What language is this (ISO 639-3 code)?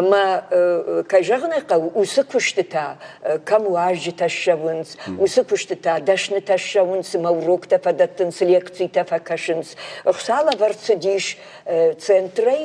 oss